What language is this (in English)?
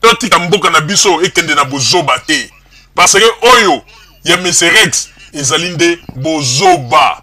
Lingala